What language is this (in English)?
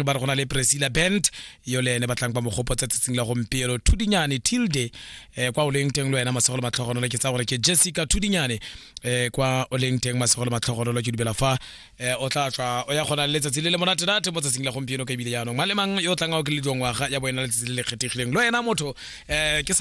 Tswana